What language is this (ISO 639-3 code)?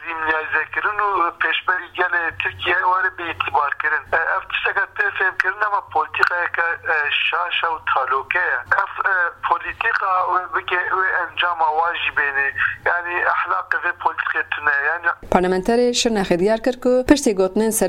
kur